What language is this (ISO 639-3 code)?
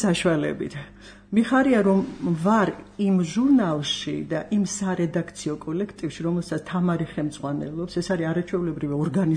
kat